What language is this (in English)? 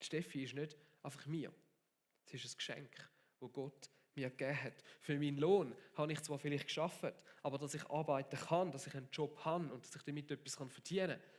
Swiss German